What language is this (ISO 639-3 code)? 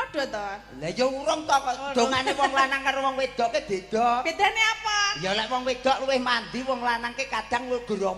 jav